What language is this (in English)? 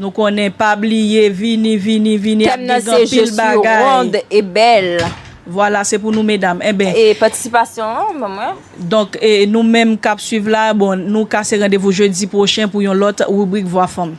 Haitian Creole